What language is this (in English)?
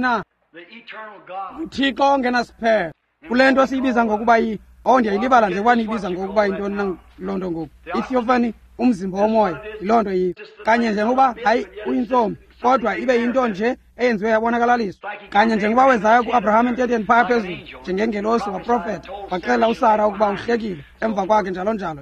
Xhosa